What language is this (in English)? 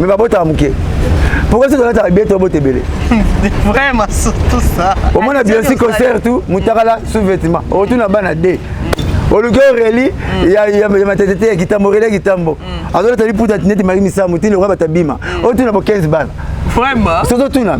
Lingala